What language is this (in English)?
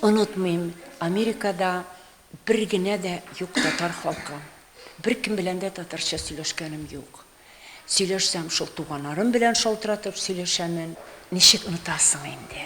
Tatar